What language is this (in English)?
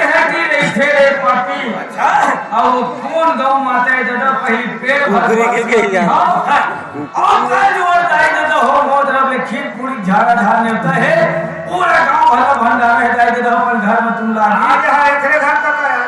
Chhattisgarhi